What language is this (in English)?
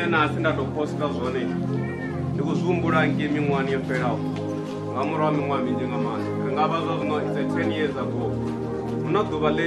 Venda